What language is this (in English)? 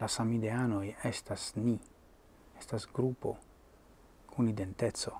Esperanto